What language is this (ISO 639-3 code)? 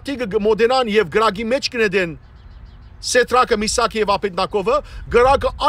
hyw